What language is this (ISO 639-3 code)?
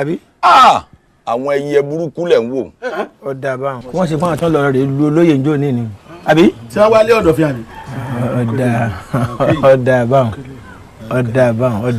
yor